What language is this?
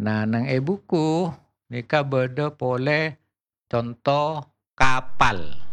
Madurese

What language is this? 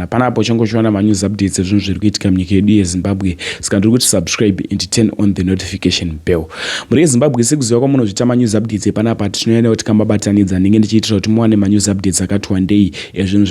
Shona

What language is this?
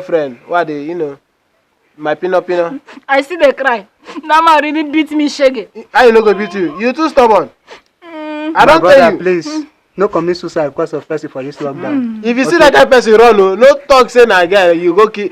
Nigerian Pidgin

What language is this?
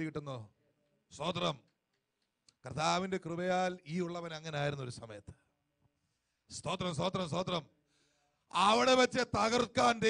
Malayalam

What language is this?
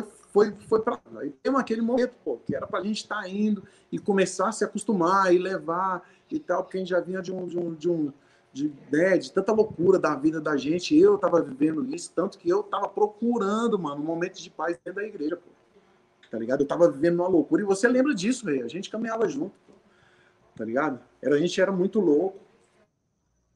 Portuguese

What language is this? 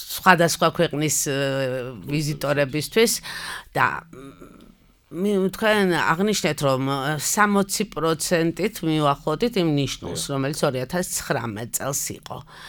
Georgian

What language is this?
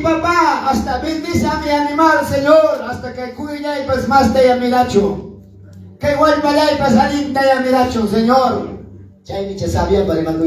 Quechua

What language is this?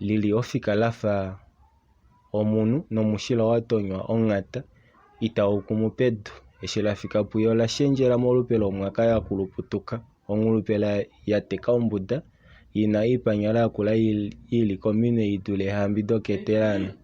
Kuanyama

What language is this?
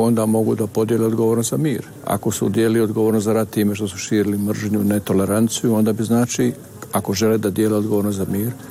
Bosnian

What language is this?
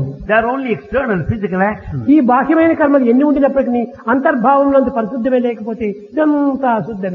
Telugu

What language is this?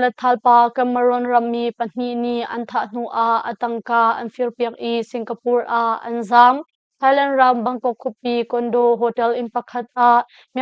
Hakha Chin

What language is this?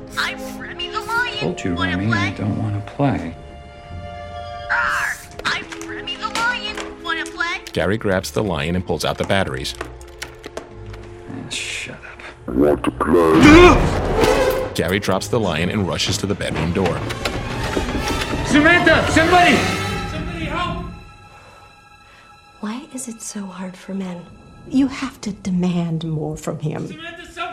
English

